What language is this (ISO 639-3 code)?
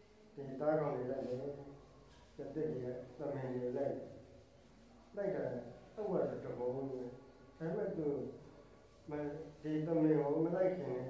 mya